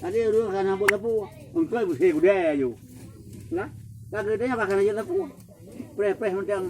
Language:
Achinese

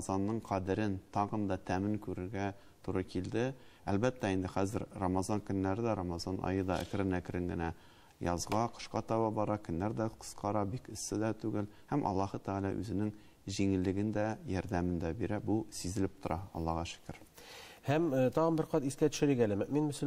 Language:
Tatar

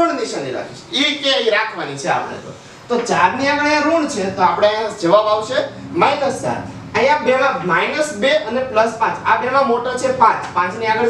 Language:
Gujarati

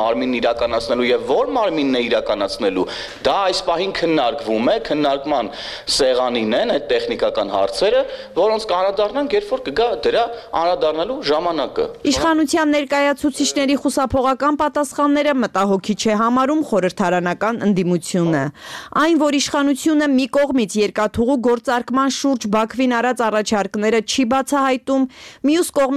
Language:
Armenian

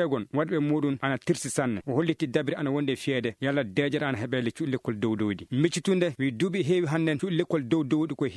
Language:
Fula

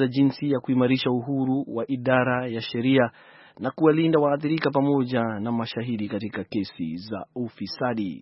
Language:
Swahili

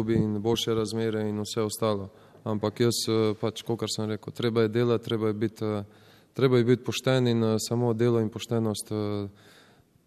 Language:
Slovenian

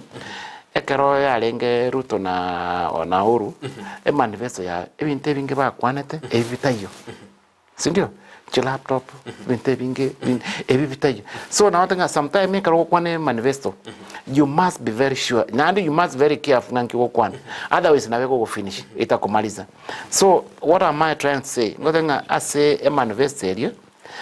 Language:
Gusii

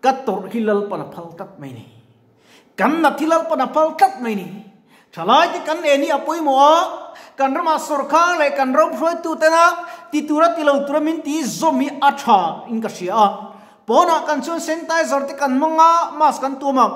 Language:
Mizo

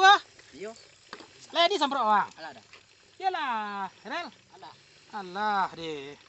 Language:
Minangkabau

